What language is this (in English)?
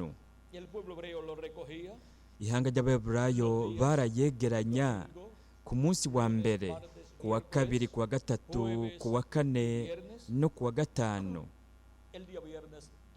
Rundi